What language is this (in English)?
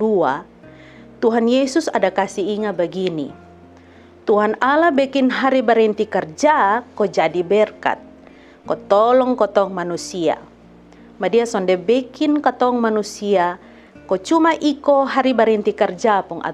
Kupang Malay